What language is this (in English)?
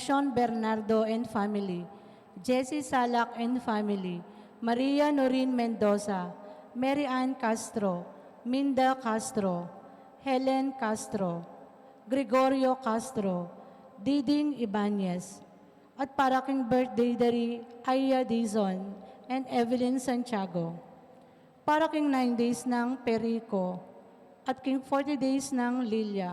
Pampanga